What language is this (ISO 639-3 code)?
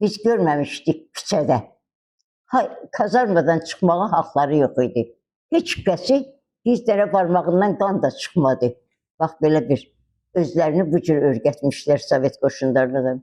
aze